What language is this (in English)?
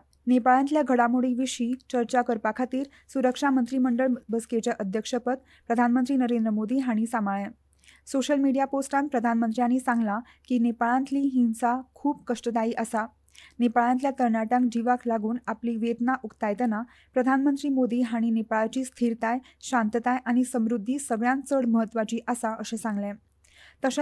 Konkani